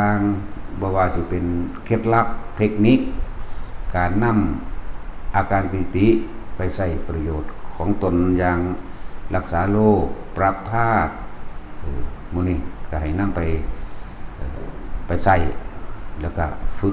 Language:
Northeastern Thai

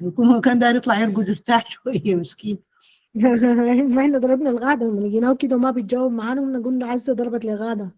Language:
Sudanese Arabic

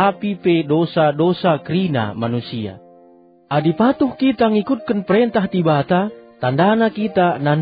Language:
Batak Karo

